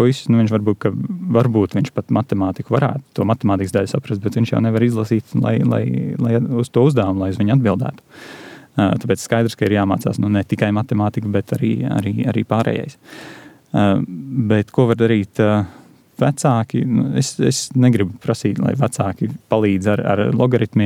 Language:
Latvian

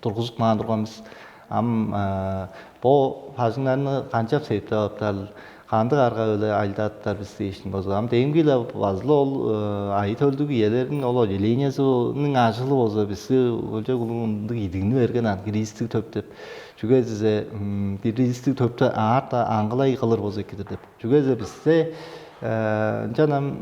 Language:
Tuvinian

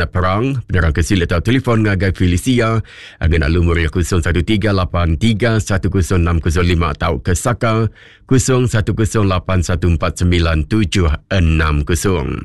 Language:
Iban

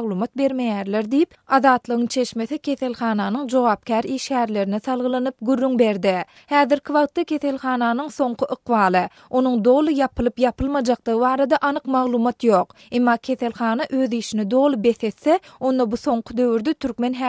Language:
Turkmen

